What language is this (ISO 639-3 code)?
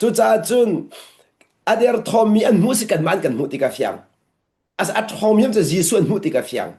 cnh